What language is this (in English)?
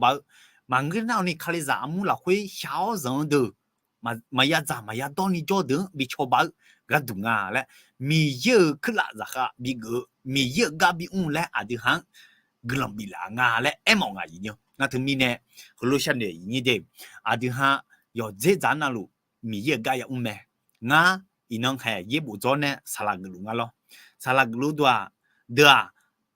Akha